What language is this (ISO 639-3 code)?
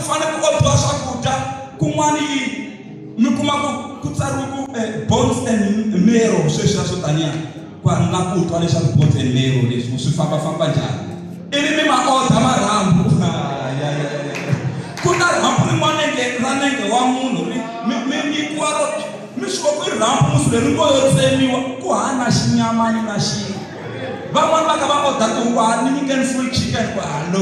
tso